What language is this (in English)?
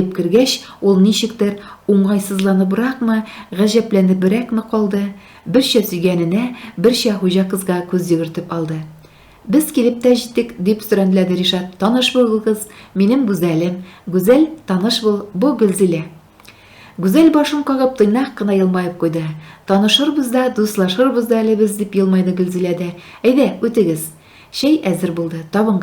Tatar